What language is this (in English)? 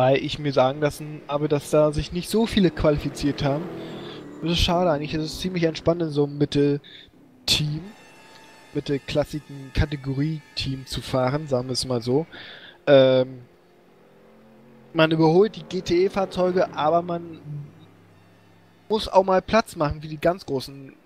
German